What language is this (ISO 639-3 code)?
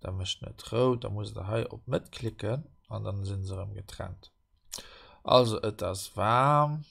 ltz